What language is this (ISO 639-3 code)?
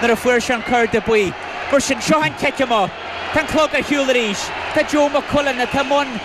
gle